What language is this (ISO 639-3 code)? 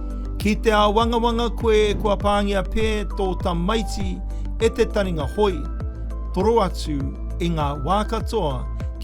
mri